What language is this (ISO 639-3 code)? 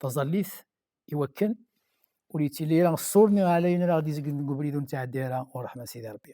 kab